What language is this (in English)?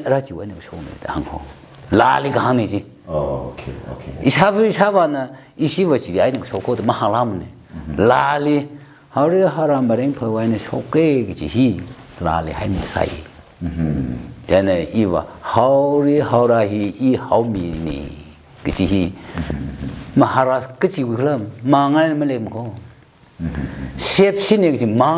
Tangkhul Naga (India)